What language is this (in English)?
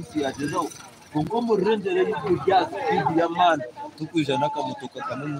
Nyankole